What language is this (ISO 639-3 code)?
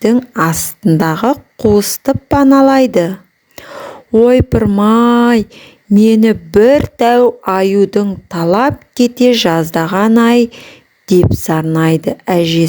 kaz